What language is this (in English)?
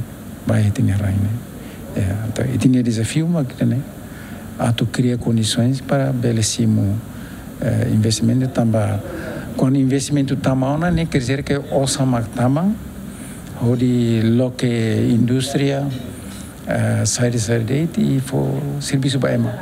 Tetum